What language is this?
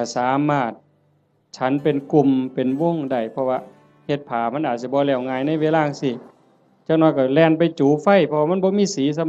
Northeastern Thai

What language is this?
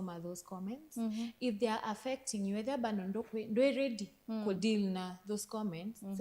Kamba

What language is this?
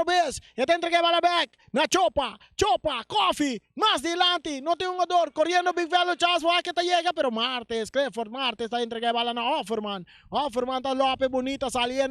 Papiamento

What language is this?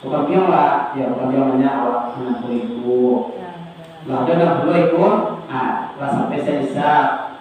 Minangkabau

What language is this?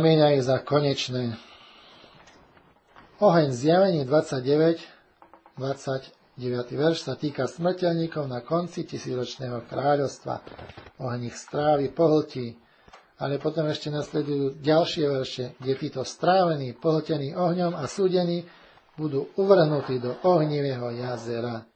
Slovak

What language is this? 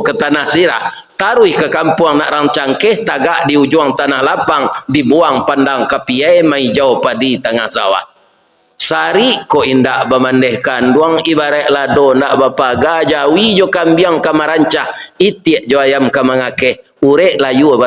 Minangkabau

